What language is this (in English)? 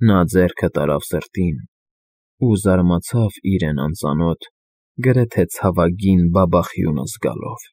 Armenian